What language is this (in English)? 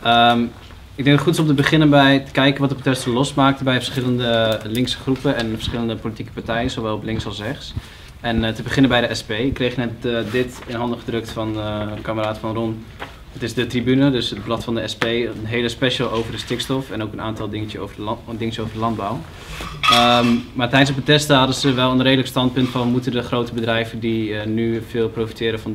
Dutch